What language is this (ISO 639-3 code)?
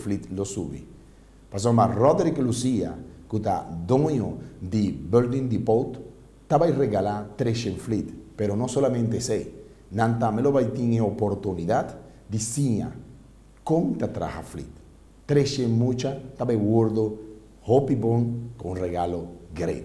pap